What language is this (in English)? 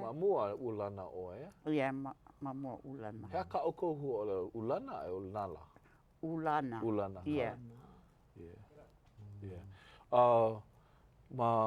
Hawaiian